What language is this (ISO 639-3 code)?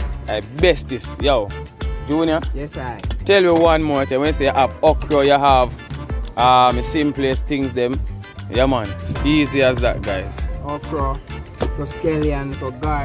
jam